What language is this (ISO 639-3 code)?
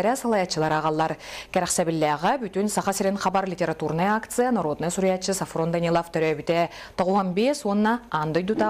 sah